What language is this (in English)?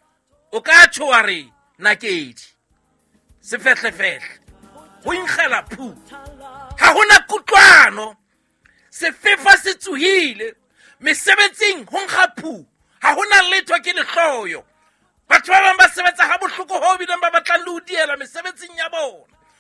Southern Sotho